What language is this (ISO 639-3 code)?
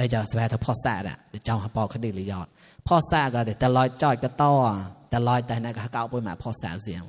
mnw